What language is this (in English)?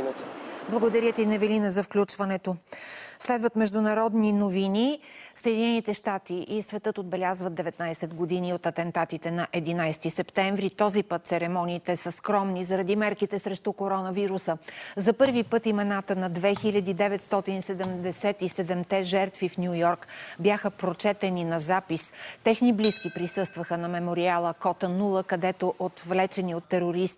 Bulgarian